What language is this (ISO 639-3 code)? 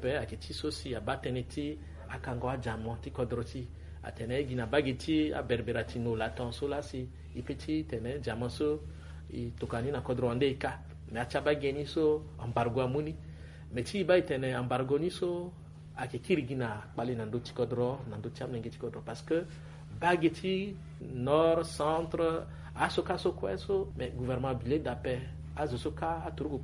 sag